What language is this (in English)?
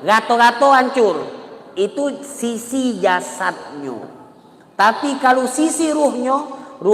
Musi